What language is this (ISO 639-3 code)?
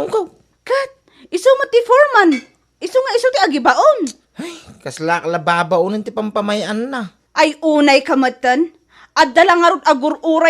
ilo